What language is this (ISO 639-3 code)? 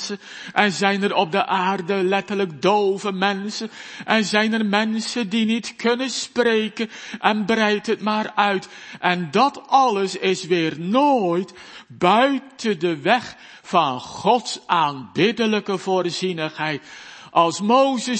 nld